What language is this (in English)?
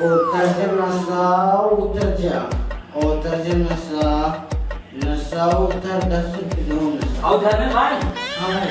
Chhattisgarhi